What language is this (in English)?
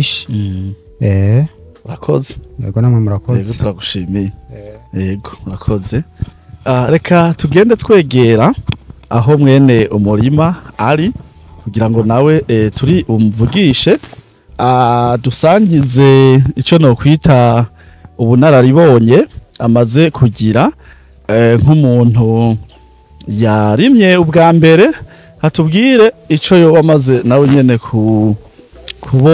Rundi